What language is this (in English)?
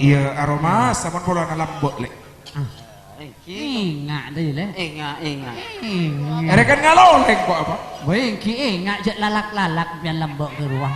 Madurese